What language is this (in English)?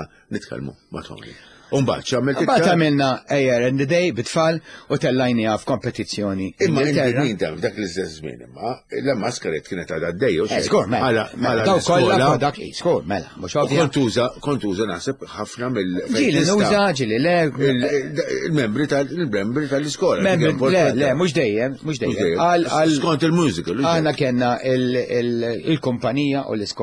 Maltese